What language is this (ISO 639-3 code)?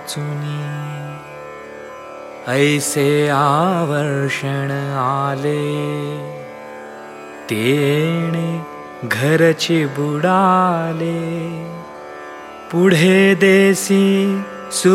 mar